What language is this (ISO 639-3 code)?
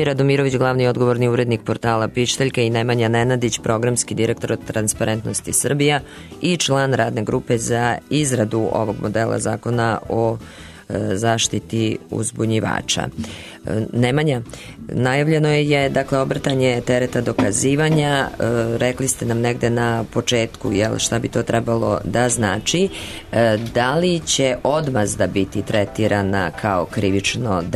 srp